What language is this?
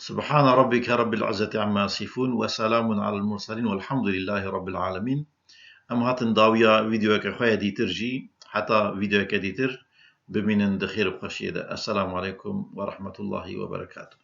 Kurdish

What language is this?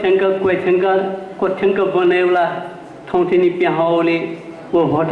Newari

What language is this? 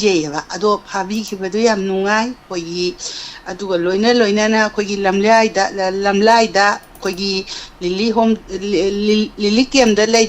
Manipuri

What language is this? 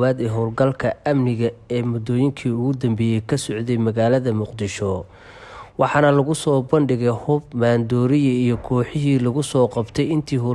Somali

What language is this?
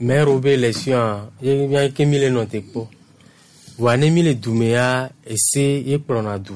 Gen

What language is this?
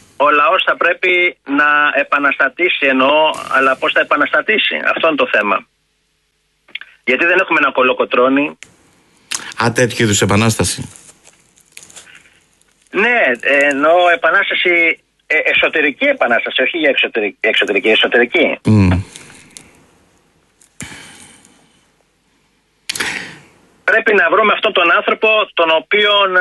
Greek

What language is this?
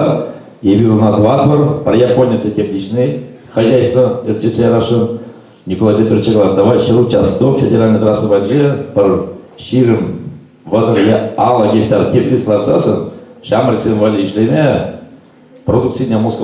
Chuvash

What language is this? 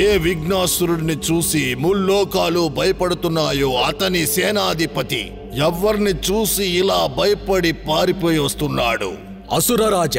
Telugu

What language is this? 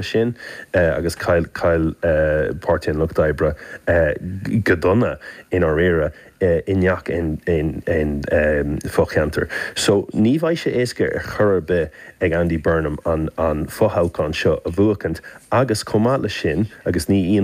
Irish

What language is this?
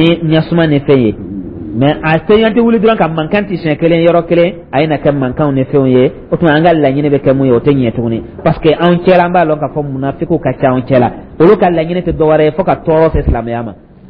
Dyula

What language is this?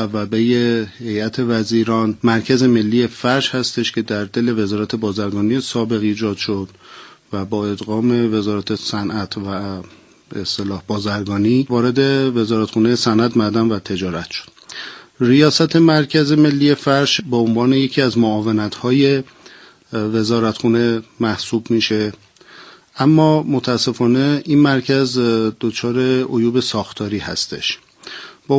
Persian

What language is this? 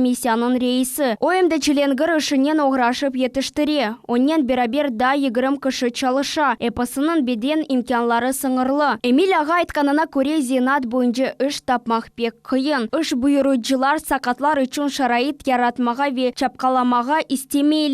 Crimean Tatar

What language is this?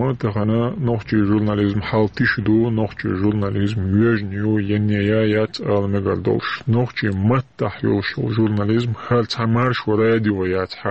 Chechen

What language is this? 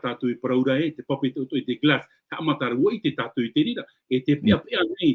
Tahitian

